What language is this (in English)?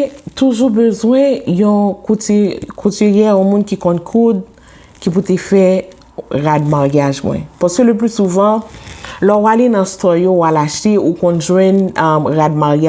Haitian Creole